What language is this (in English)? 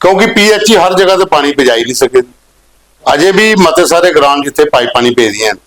Dogri